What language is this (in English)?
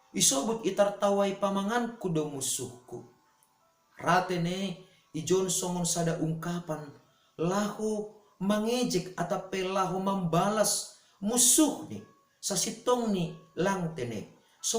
Batak Simalungun